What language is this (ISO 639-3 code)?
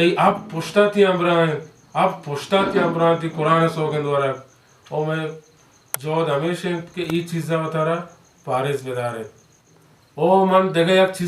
bal